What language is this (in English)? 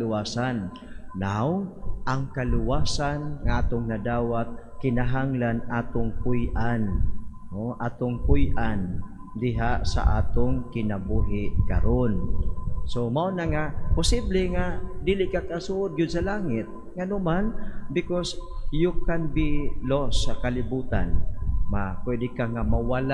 Cebuano